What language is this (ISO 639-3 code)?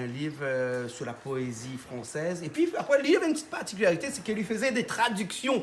rcf